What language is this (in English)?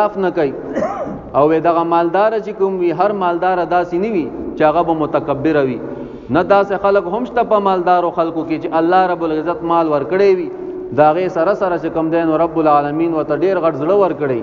Pashto